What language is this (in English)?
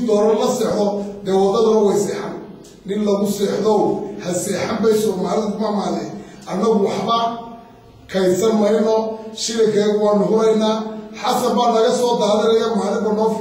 Somali